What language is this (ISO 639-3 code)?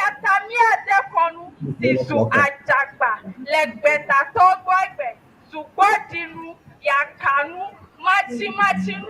ewe